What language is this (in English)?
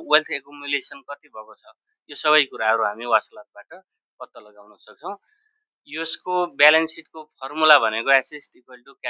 Nepali